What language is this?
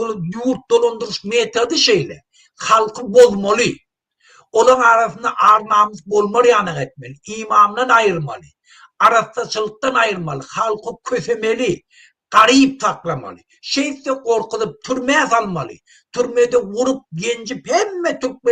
Turkmen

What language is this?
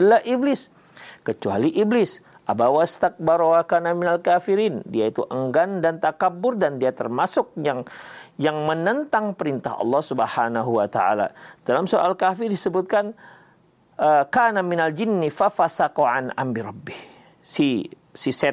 Indonesian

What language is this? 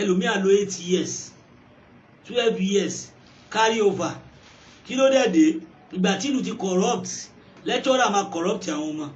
Yoruba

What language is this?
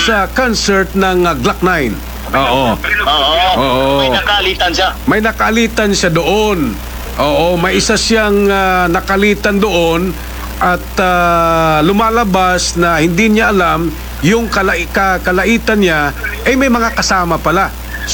Filipino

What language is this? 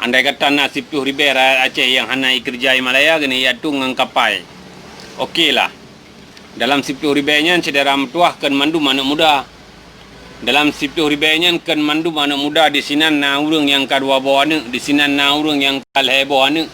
Achinese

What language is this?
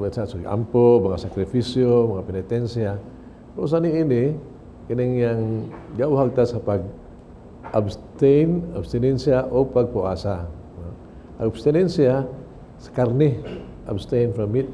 Cebuano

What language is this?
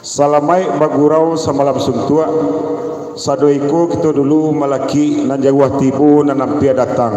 Minangkabau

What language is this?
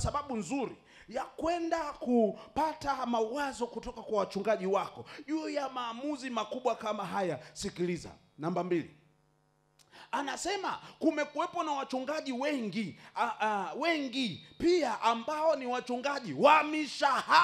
Swahili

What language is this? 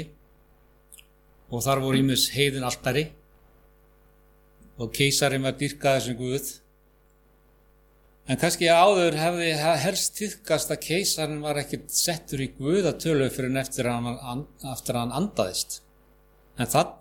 Icelandic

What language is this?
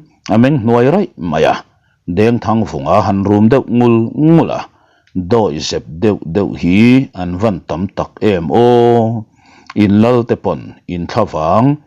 Mizo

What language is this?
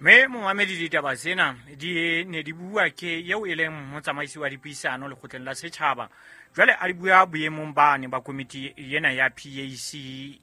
Southern Sotho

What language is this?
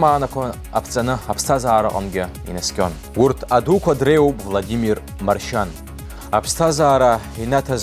Abkhazian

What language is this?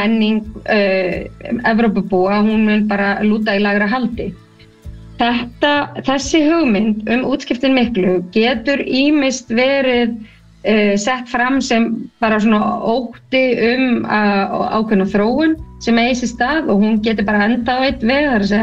Icelandic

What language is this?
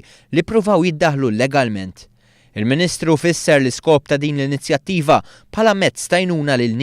Maltese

